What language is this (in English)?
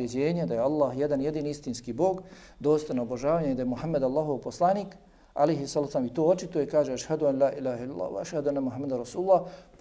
Bosnian